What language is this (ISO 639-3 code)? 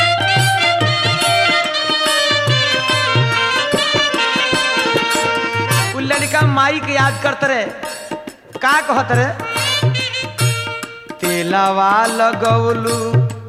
bho